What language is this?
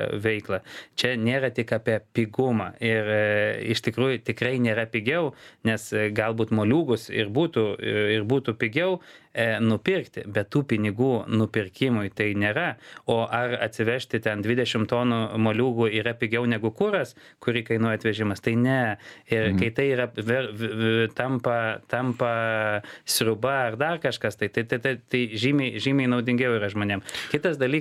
Lithuanian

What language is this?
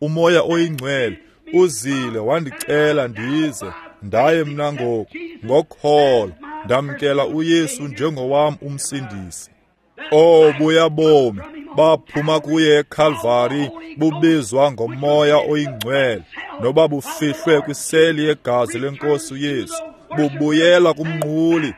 Xhosa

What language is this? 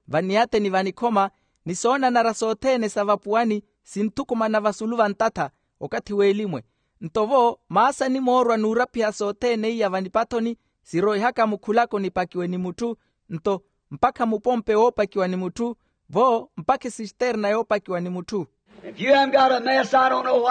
Makhuwa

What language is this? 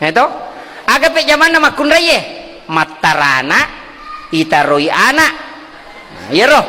Buginese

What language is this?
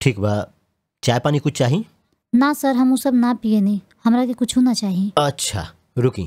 Bhojpuri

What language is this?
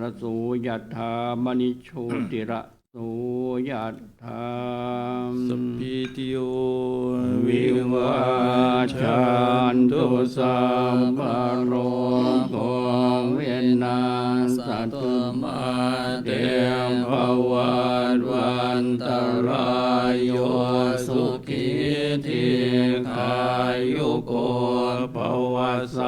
Pali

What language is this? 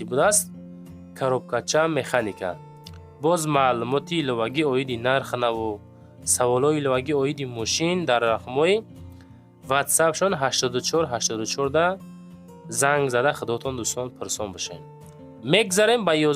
Tajik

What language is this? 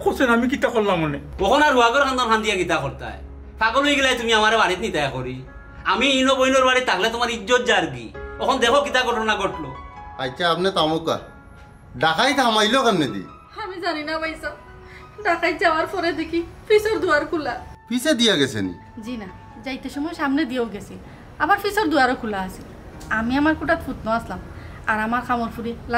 Sylheti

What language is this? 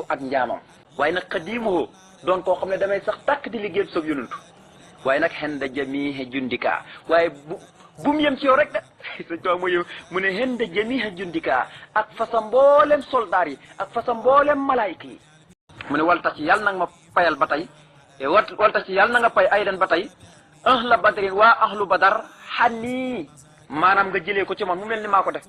Wolof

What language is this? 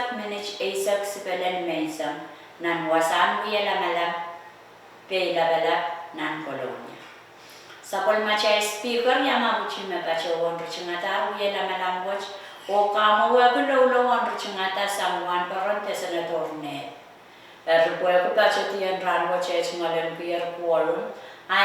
Pohnpeian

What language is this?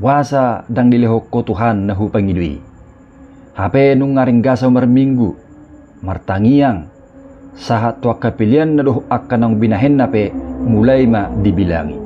Batak Toba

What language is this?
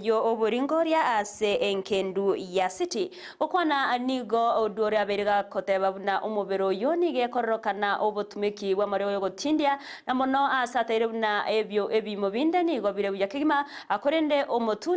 Gusii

